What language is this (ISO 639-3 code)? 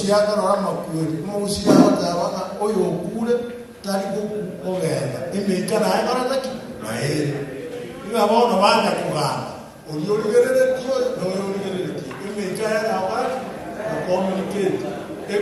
guz